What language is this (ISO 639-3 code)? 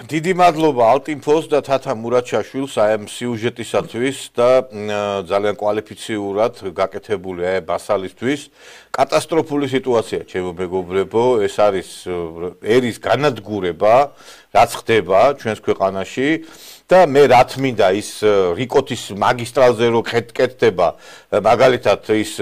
kat